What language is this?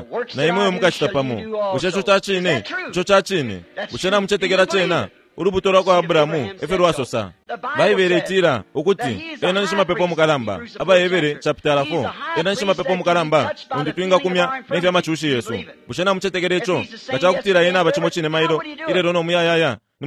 Bemba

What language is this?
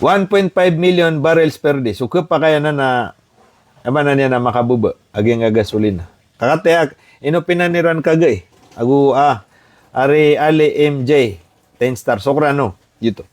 Maranao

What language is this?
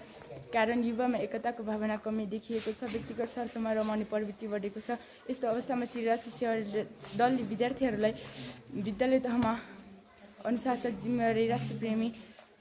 Nepali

